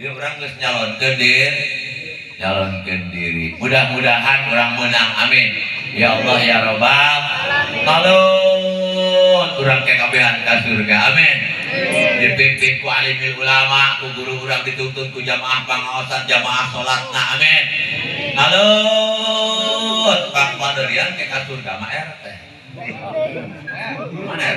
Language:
Sundanese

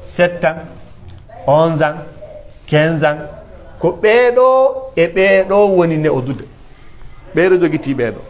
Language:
Pular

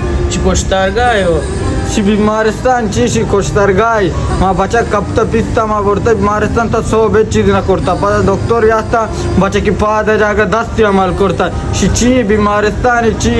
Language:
Baluchi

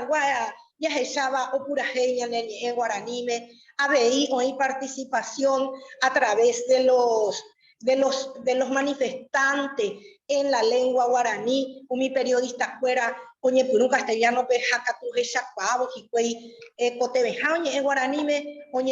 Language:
Guarani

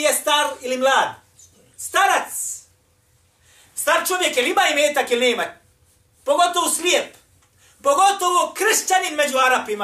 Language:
Bosnian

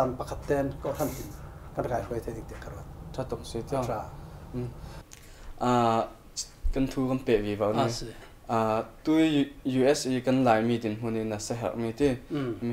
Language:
Falam Chin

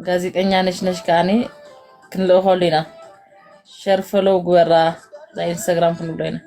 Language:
Tigrinya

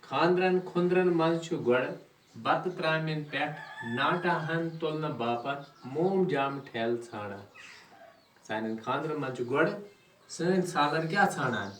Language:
Kashmiri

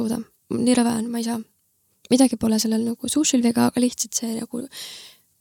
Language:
Estonian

